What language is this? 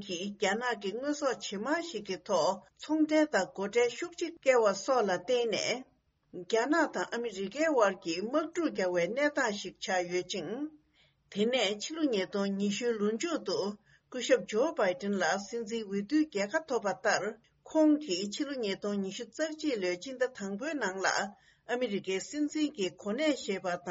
Tibetan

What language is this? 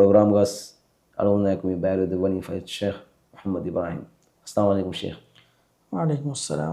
Divehi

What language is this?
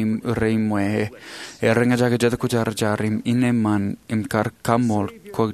Marshallese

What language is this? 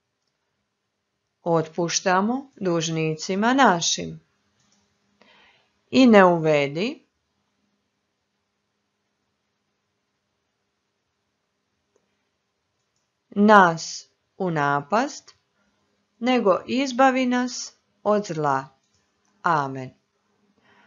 Croatian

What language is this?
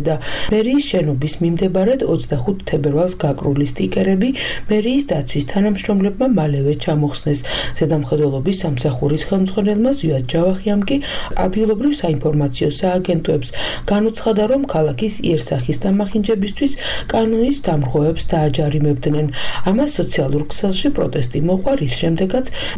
Georgian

